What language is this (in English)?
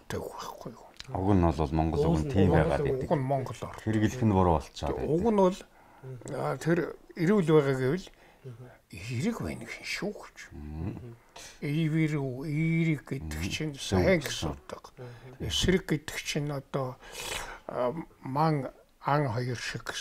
Mongolian